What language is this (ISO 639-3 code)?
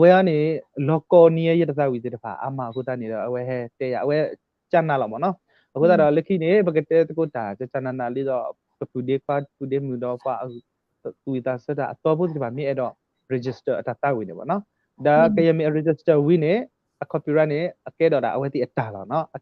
ksw